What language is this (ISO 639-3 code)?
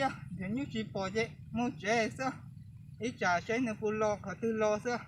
hmn